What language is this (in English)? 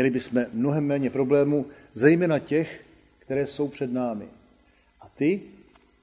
Czech